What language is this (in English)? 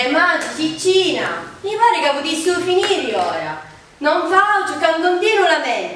Sicilian